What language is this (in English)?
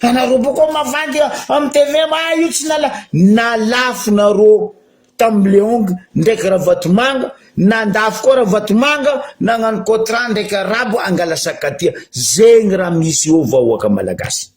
Malagasy